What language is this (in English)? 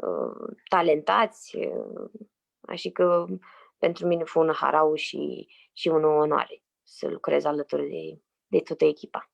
Aromanian